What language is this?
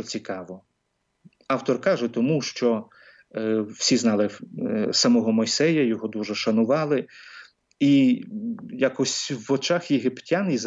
Ukrainian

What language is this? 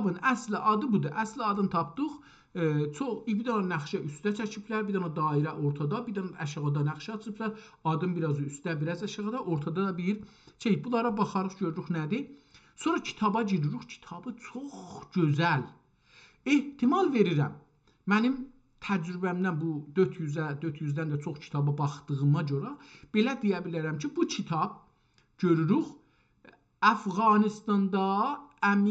South Azerbaijani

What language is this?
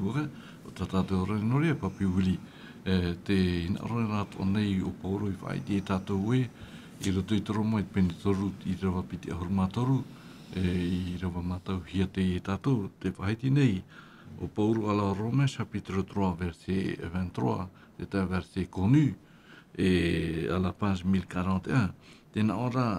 Tahitian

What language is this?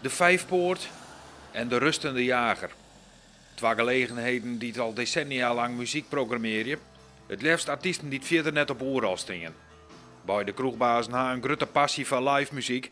Western Frisian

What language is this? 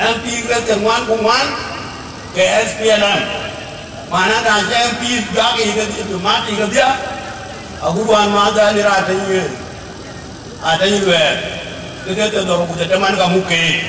Dinka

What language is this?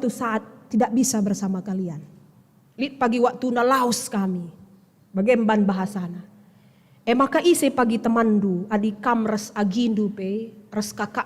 Batak Karo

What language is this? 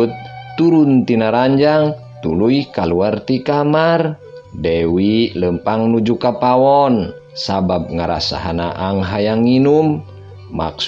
Sundanese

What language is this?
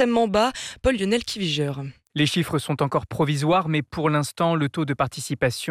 French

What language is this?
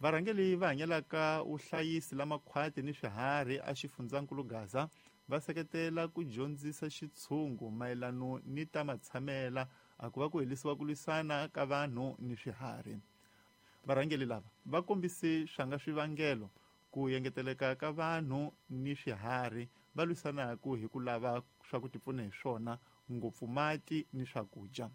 Tsonga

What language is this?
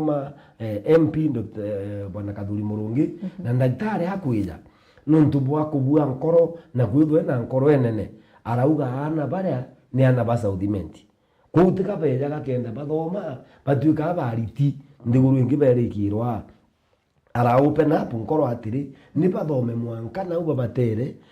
Meru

